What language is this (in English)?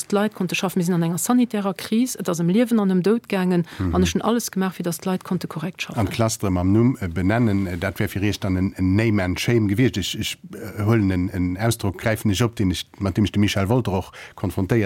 Luxembourgish